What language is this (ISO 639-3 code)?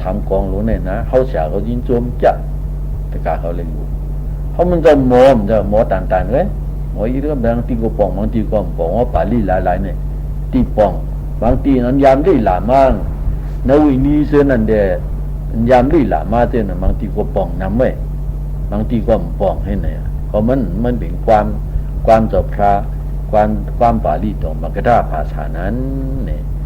shn